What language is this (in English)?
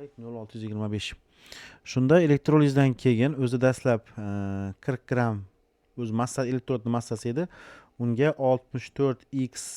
Uzbek